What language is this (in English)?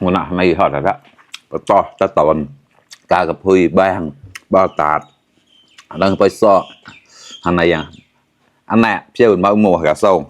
Mon